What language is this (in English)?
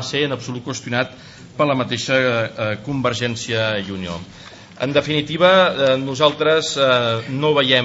Catalan